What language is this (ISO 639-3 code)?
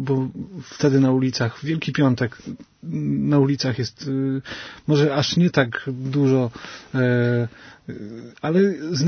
pol